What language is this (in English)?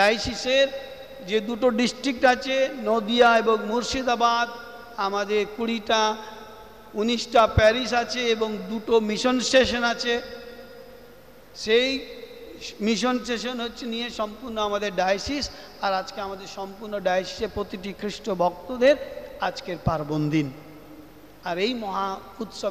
Bangla